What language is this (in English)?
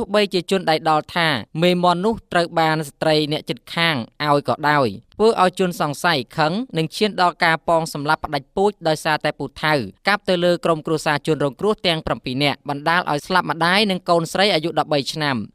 Khmer